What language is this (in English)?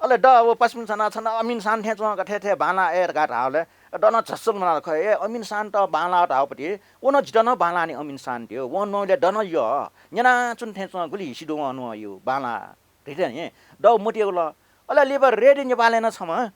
Newari